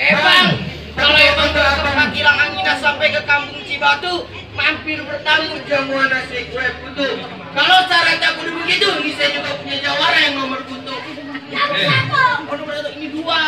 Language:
Betawi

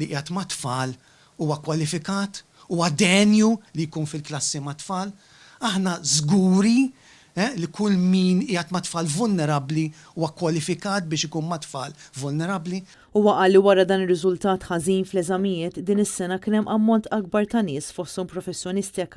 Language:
Maltese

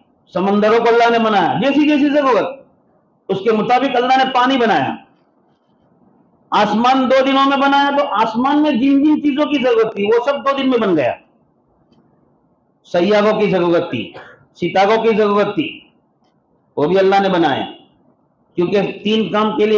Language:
Urdu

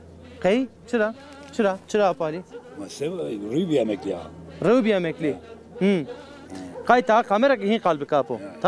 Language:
Zaza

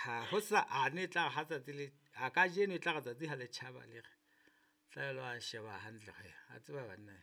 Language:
Southern Sotho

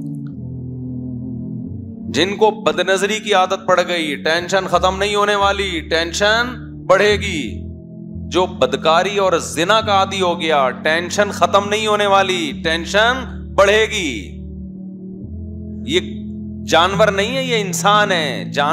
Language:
Urdu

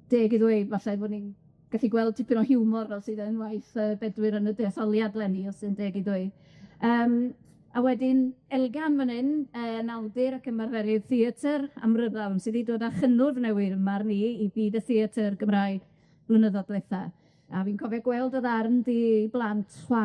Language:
Welsh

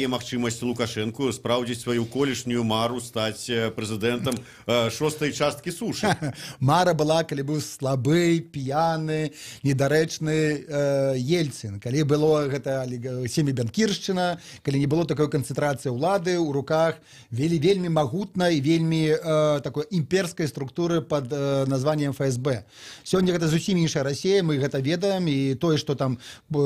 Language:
Belarusian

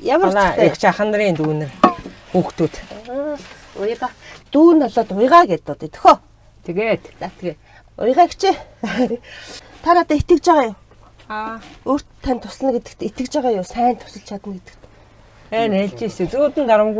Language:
Mongolian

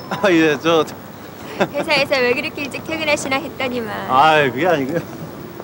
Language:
Korean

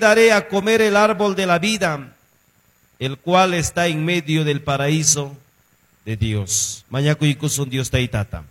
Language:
Ayacucho Quechua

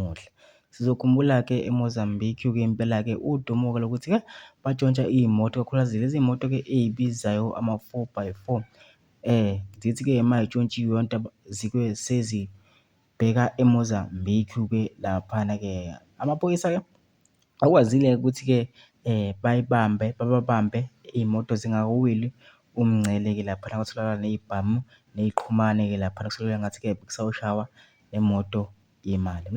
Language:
Zulu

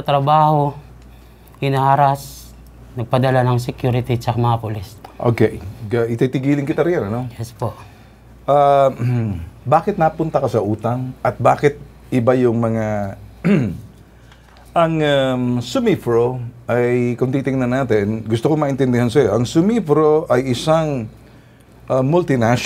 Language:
Filipino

